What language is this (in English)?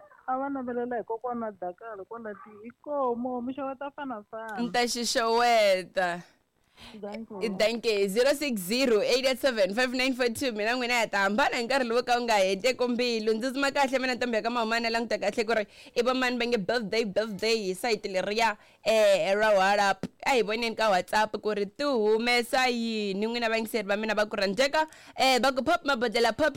Tsonga